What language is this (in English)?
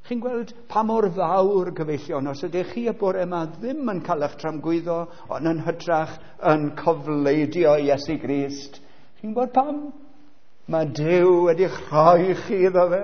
Welsh